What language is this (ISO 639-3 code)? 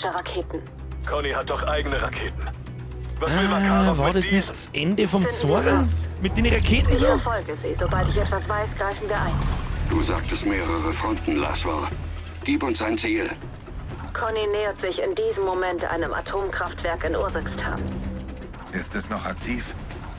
bar